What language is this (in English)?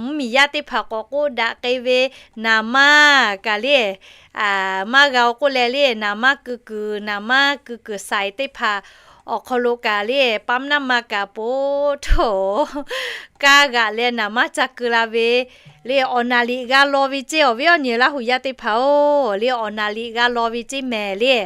Lahu